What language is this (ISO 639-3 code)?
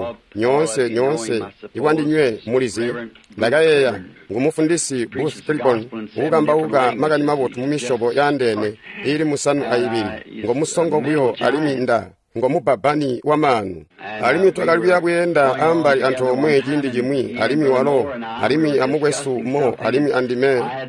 toi